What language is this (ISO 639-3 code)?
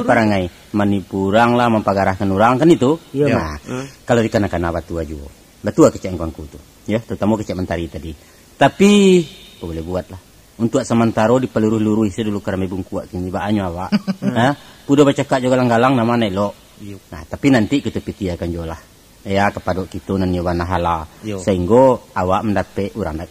min